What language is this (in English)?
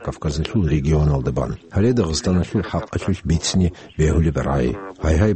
Avaric